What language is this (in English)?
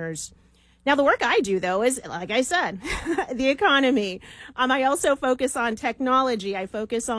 English